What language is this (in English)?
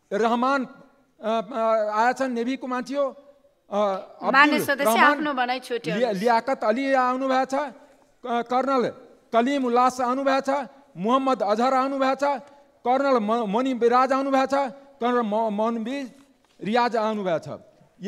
Nepali